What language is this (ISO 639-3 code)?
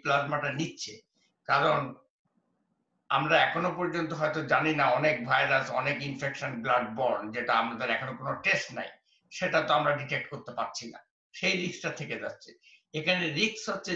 ben